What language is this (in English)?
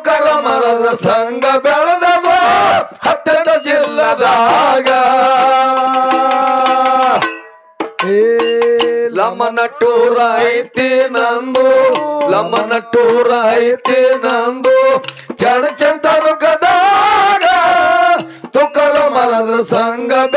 Kannada